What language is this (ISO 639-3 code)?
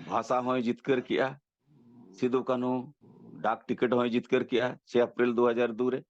sat